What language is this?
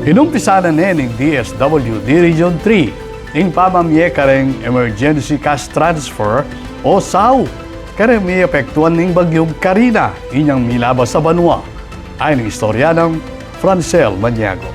Pampanga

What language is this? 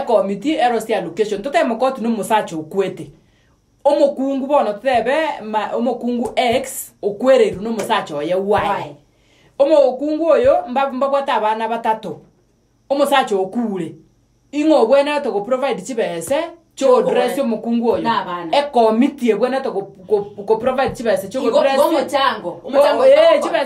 Gusii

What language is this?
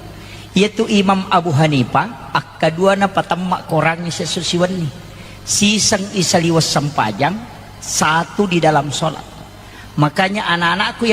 Buginese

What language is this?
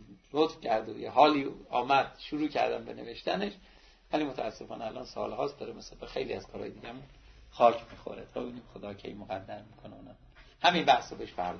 Persian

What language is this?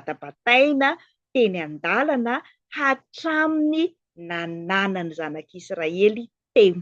Malagasy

